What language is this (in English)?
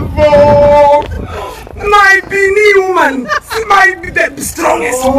Shona